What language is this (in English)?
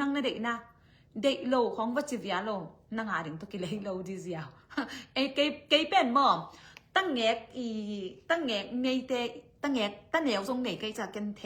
Tedim Chin